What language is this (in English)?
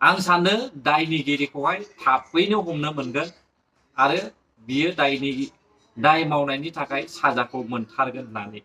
Bodo